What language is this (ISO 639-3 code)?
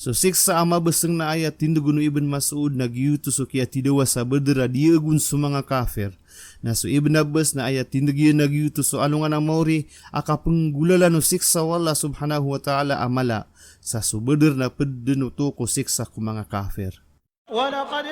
mrw